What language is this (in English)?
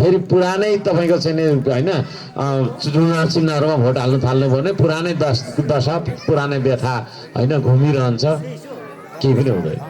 Nepali